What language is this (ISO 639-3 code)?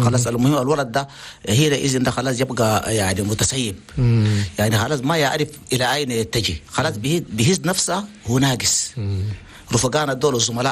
shu